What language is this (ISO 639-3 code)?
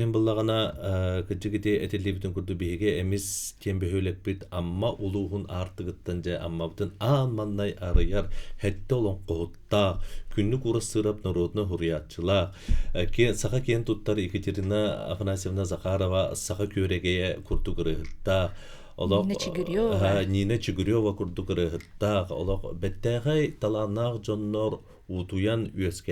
sah